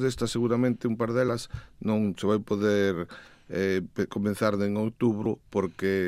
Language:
Galician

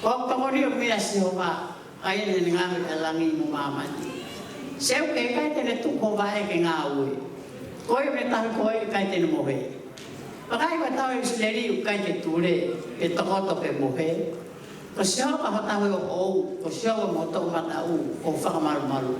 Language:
Tongan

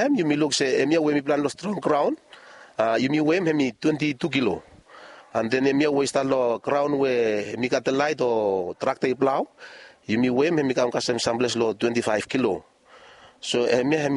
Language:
Bislama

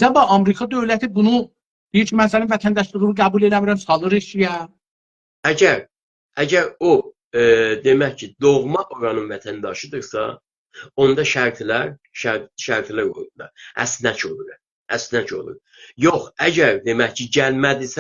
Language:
South Azerbaijani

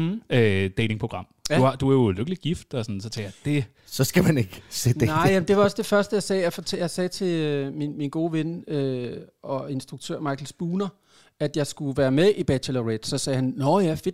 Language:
Danish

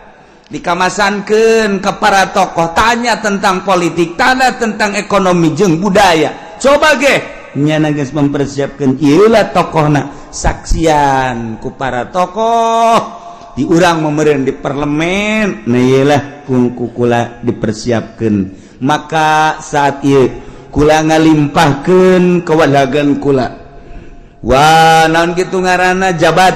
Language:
Sundanese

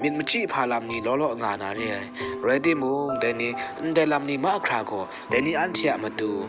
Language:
Kachin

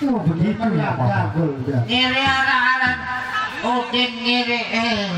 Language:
Sasak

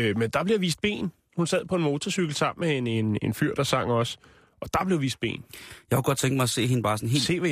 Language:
Danish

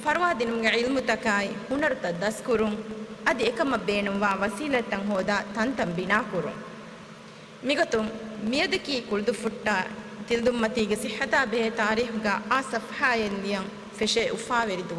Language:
Divehi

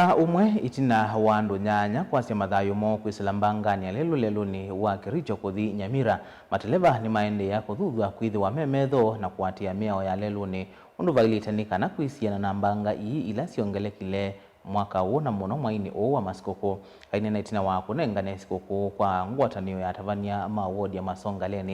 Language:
Kamba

